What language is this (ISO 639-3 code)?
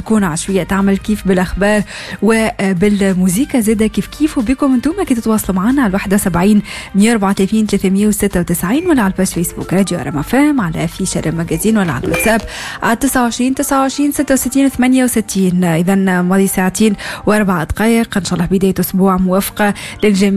aeb